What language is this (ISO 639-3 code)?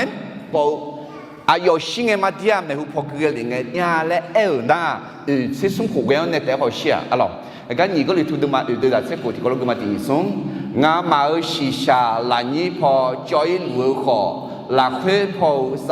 ahk